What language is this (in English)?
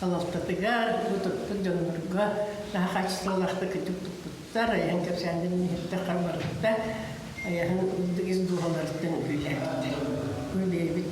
Yakut